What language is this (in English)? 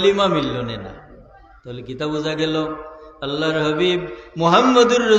Sylheti